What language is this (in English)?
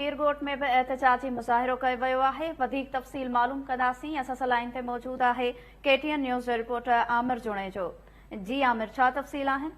Sindhi